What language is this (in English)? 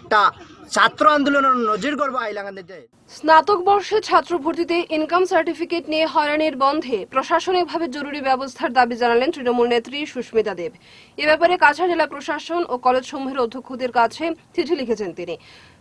Bangla